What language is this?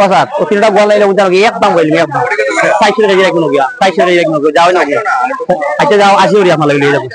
Sylheti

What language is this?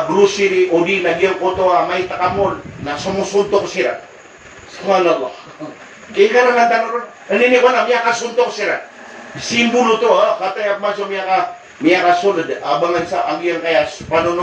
Maranao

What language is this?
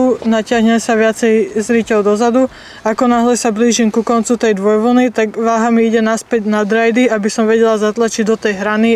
Slovak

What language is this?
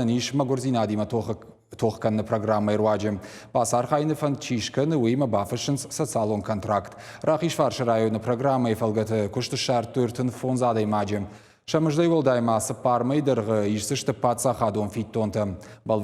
Ossetic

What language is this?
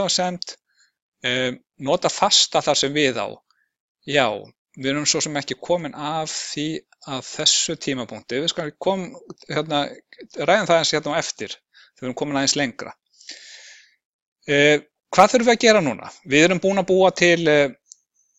Icelandic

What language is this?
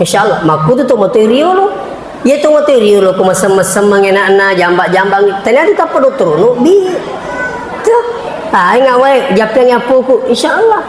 Buginese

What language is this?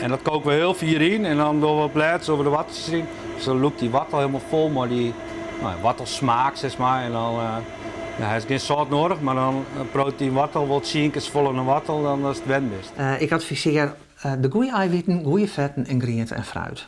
Western Frisian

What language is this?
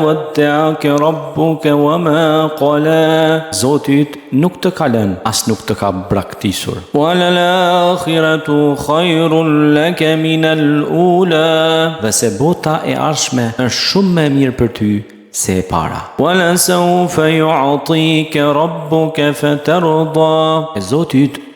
Albanian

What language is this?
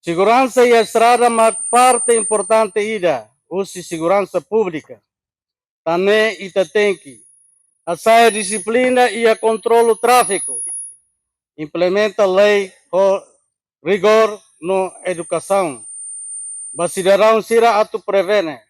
Tetum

